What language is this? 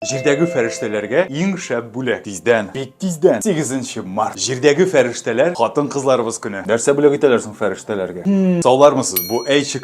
Tatar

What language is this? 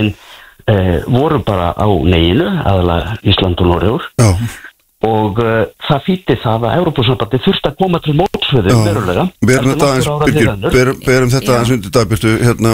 Icelandic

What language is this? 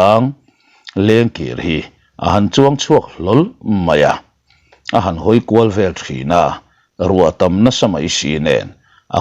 Mizo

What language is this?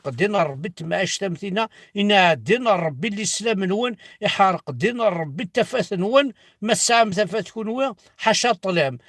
Kabyle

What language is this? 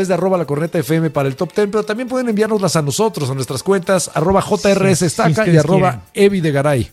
Spanish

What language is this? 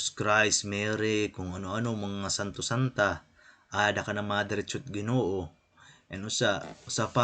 Waray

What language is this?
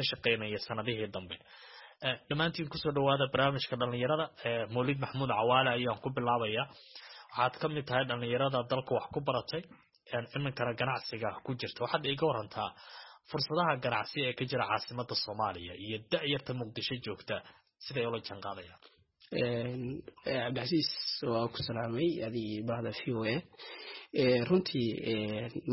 Somali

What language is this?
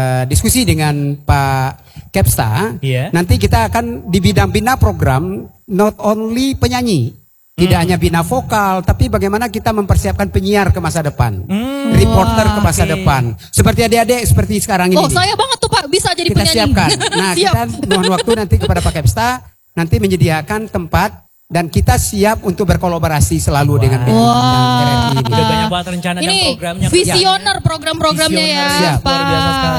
Indonesian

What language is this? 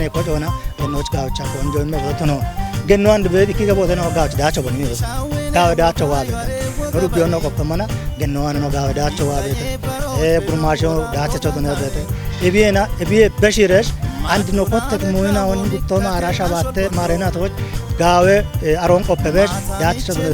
Kafa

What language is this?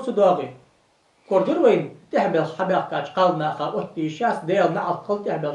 Ingush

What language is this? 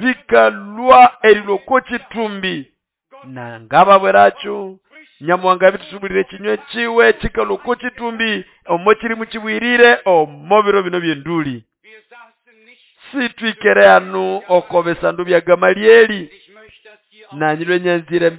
Nande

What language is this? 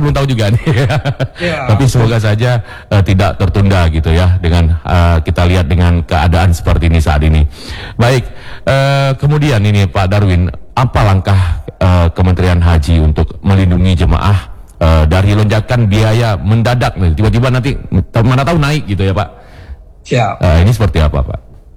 Indonesian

